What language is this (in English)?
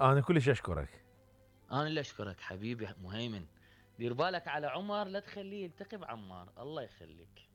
Mesopotamian Arabic